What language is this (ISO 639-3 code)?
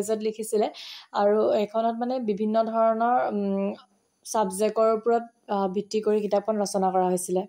asm